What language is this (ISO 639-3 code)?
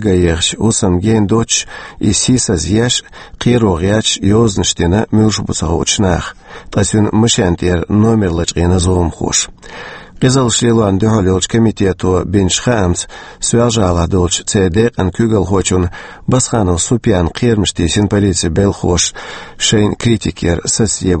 che